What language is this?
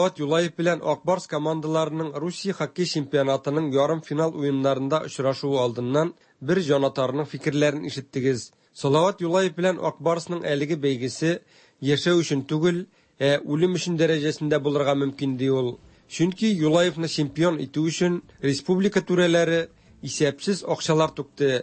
Tatar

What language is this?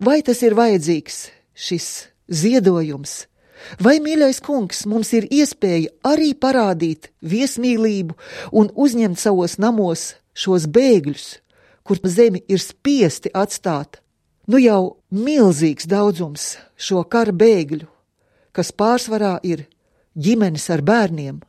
Latvian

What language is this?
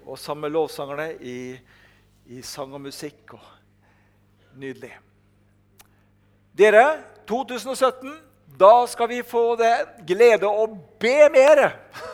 Norwegian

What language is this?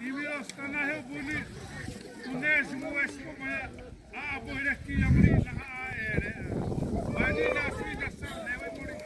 Xavánte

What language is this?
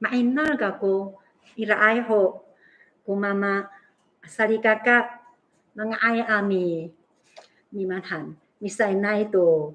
Amis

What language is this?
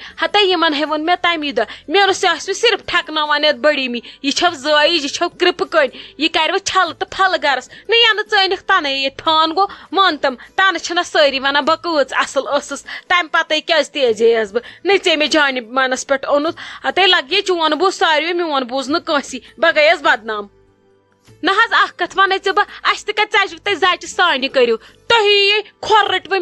Kashmiri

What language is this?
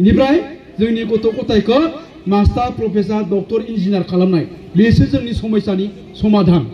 Bodo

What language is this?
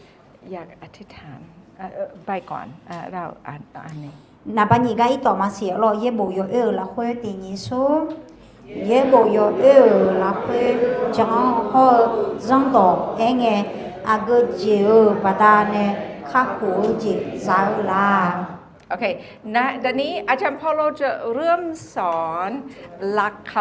Akha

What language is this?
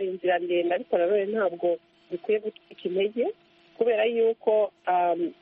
Kinyarwanda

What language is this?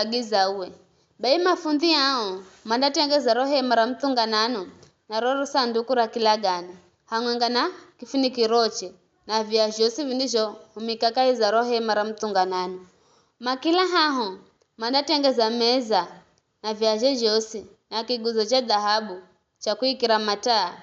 Giryama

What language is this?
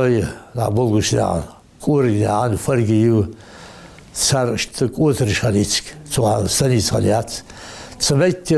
Ingush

